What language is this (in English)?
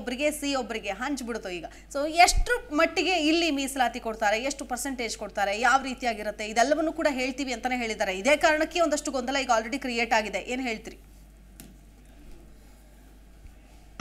Kannada